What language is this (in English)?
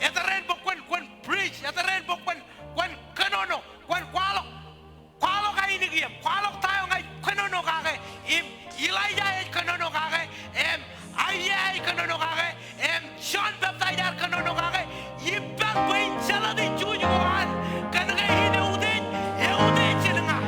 Marshallese